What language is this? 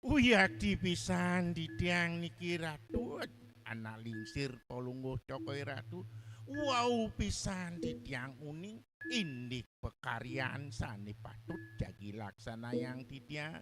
Balinese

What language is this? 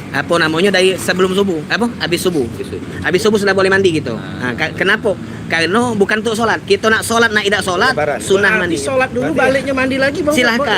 Musi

